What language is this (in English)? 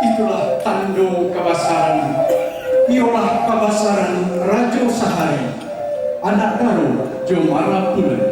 Minangkabau